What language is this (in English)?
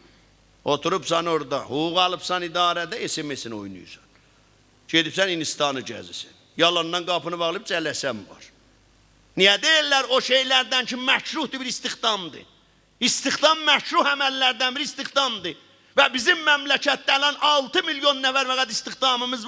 South Azerbaijani